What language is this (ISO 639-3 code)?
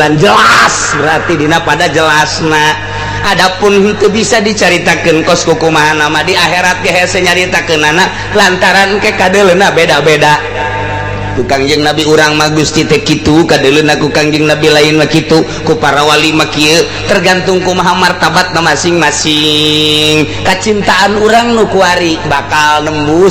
sun